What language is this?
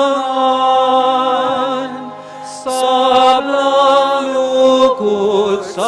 Pampanga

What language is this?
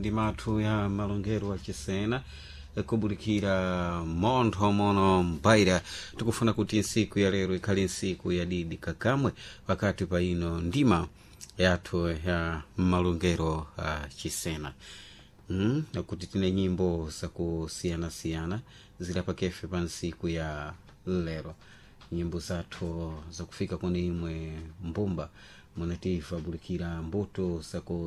Sena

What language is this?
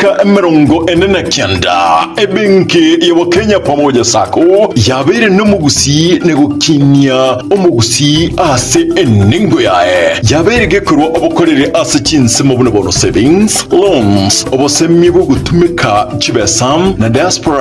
Gusii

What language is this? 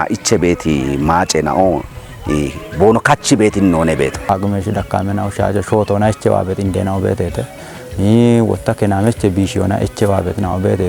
Kafa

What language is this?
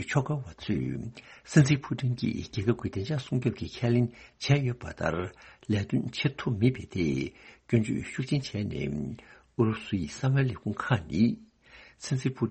Tibetan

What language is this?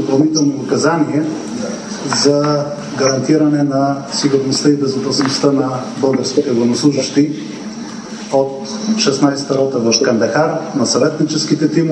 Bulgarian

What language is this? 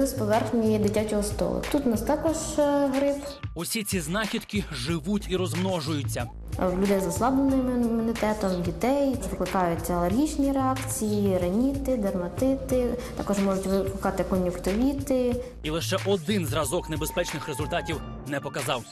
Ukrainian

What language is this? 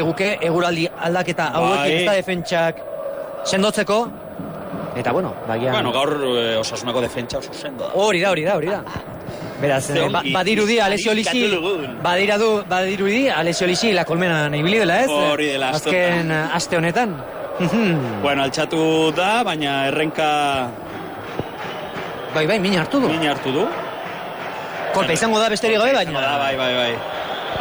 Basque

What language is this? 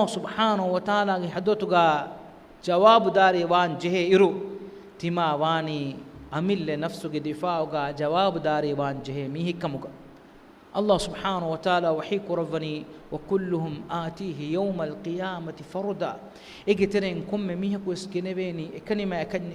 Divehi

